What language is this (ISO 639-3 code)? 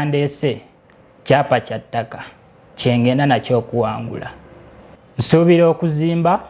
lug